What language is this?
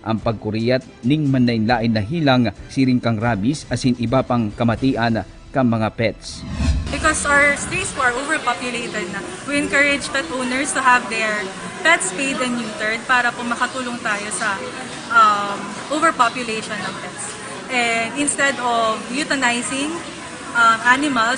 Bikol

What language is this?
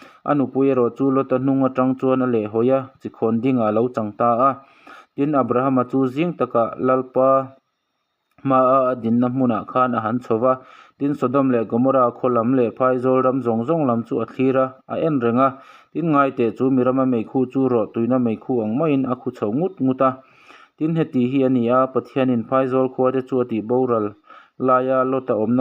Mizo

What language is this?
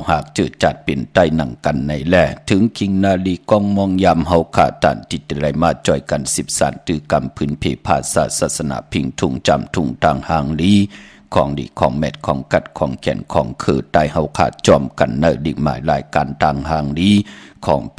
Shan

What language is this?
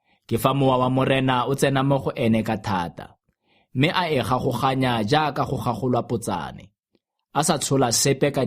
Tswana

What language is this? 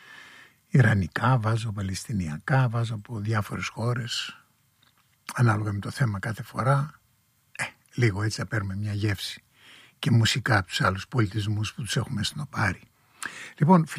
Greek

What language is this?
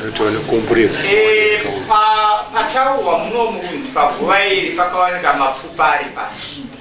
Shona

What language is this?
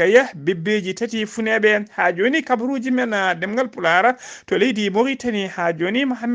Fula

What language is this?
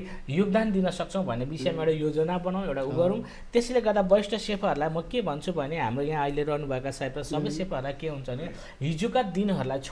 Nepali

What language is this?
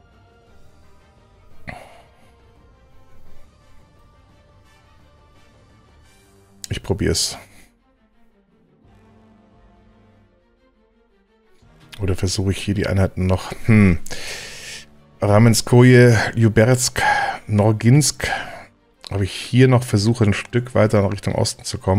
German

